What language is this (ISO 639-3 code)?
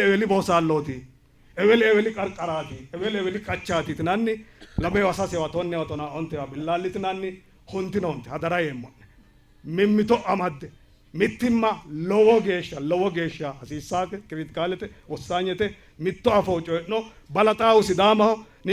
sid